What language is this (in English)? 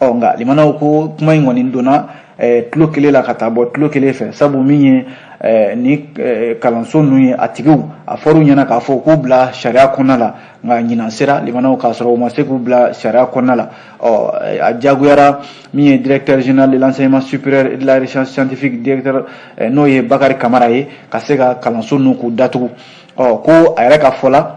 Bambara